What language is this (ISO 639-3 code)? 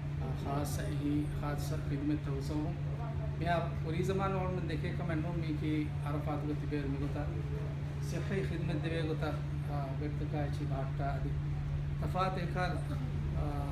div